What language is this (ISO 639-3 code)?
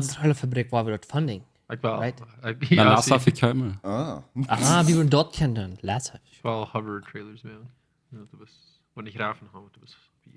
pdt